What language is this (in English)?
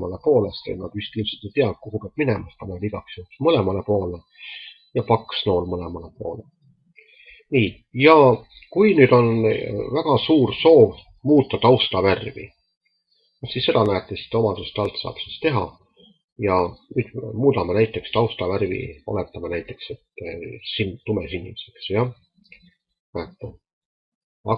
Estonian